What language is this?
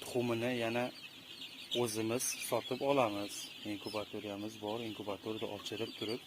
Uzbek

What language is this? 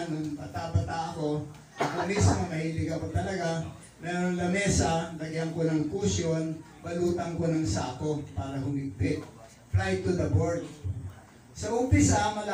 Filipino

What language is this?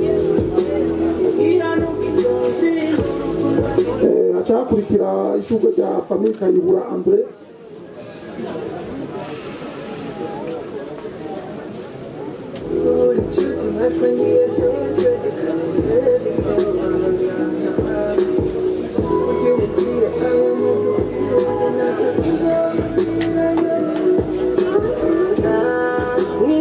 Rundi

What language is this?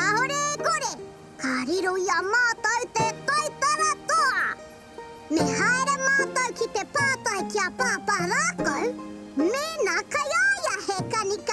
Māori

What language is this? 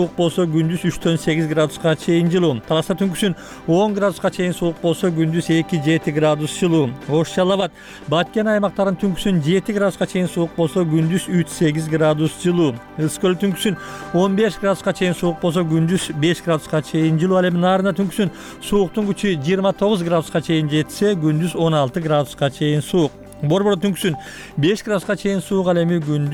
Kyrgyz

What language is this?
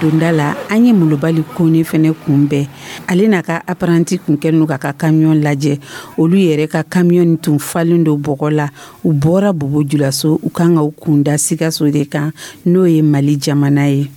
Dyula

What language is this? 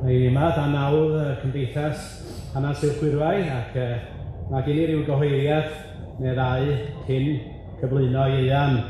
Welsh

